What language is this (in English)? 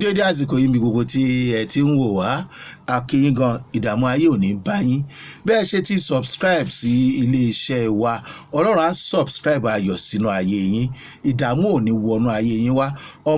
Yoruba